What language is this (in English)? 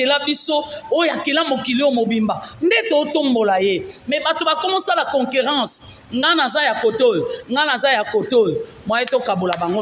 Lingala